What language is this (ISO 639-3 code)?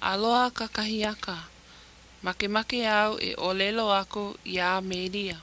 haw